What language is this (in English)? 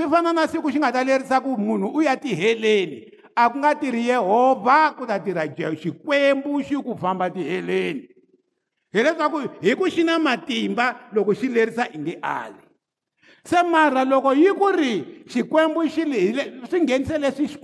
Tsonga